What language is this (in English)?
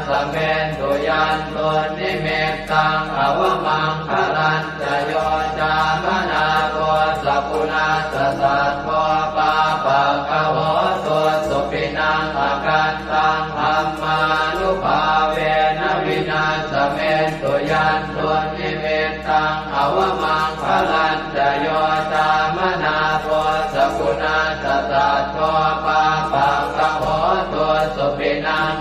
Pali